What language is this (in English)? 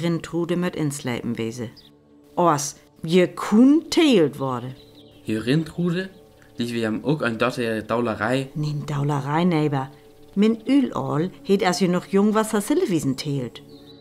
Northern Frisian